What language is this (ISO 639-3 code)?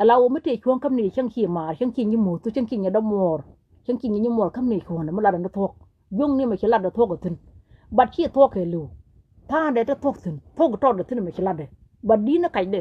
nus